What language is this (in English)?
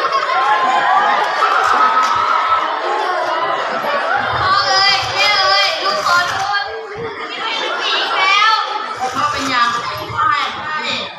Lao